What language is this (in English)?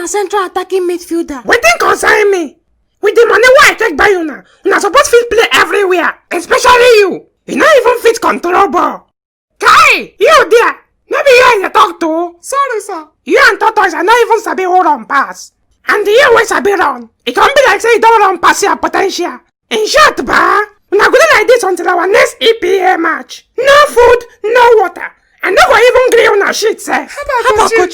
Nigerian Pidgin